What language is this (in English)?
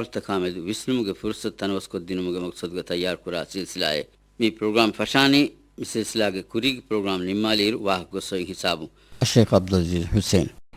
Divehi